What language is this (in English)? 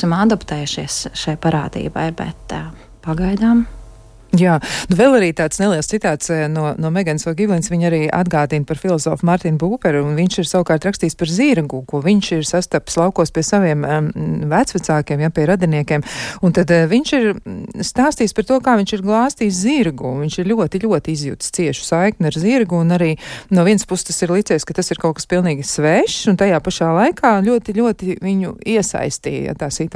Latvian